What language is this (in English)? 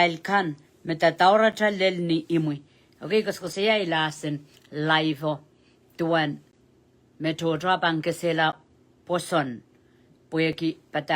Pohnpeian